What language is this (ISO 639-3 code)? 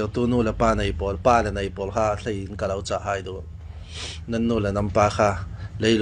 cfm